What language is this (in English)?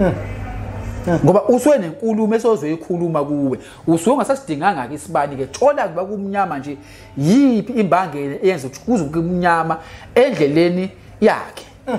Zulu